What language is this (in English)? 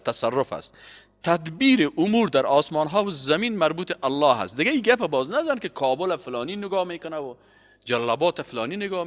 Persian